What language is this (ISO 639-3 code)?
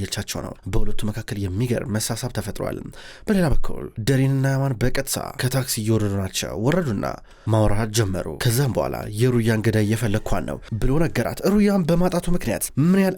amh